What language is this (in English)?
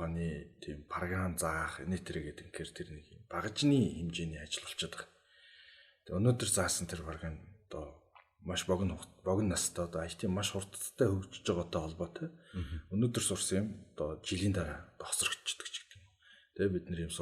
Mongolian